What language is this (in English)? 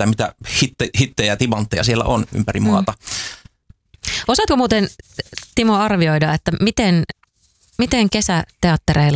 Finnish